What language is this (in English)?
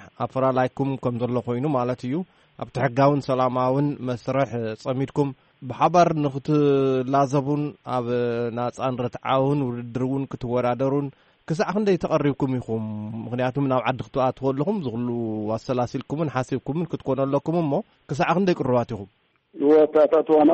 Tigrinya